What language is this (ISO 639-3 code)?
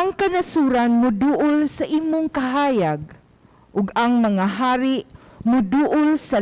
ceb